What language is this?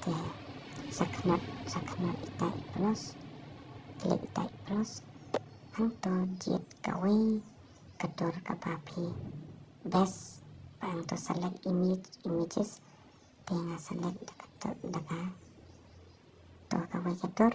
Khasi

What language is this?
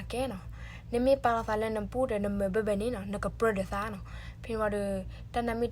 S'gaw Karen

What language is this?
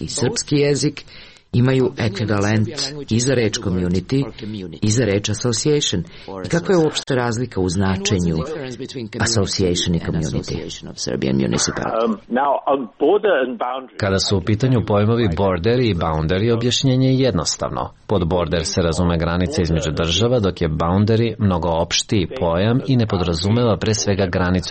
Serbian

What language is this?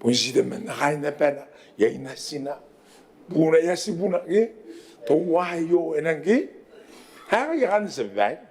Gilbertese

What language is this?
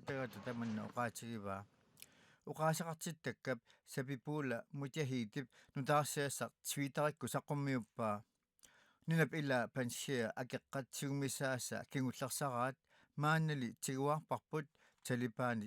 Kalaallisut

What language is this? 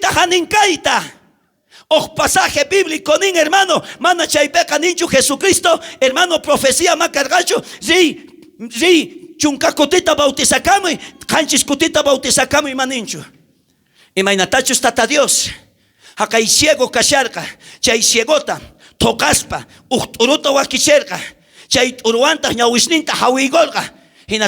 South Bolivian Quechua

